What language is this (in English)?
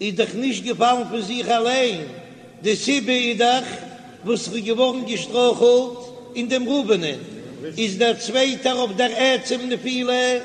Yiddish